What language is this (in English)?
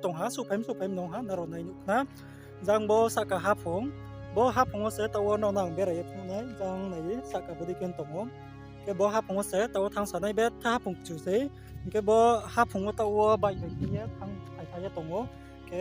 Riang (India)